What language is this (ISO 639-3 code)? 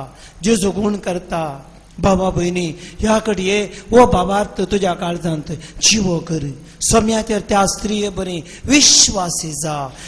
kok